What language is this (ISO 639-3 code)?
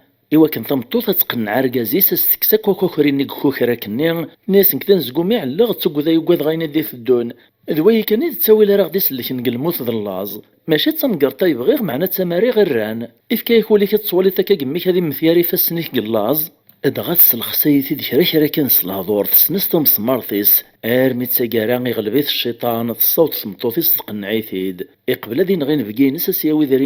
kab